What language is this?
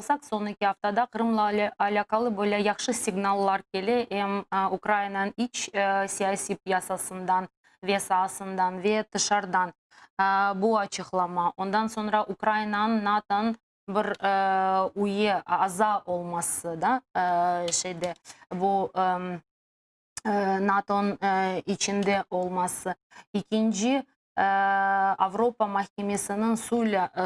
Crimean Tatar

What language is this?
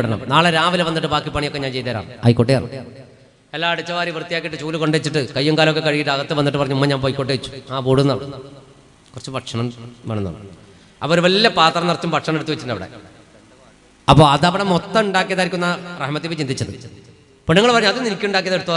Malayalam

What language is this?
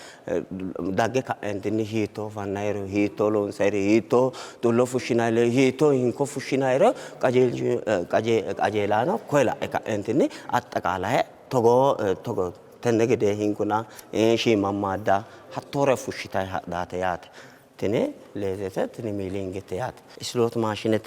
Sidamo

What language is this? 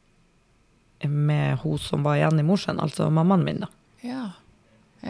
Norwegian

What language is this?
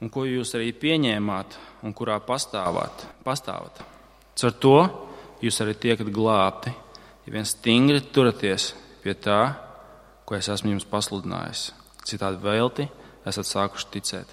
Latvian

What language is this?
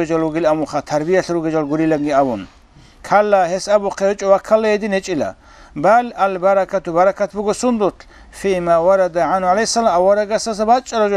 Avaric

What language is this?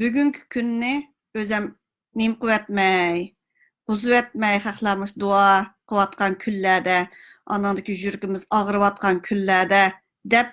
Uyghur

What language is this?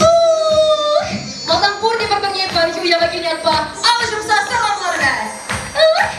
Chuvash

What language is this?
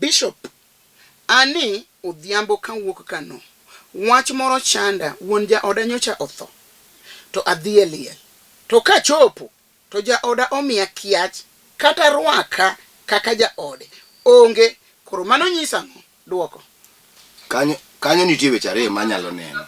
Luo (Kenya and Tanzania)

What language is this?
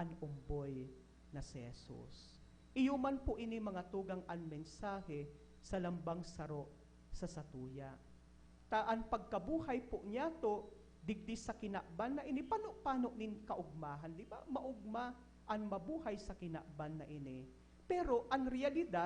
Bikol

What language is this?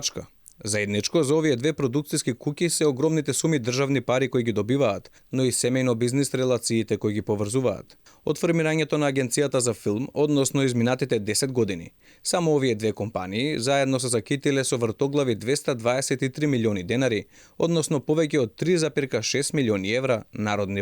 Macedonian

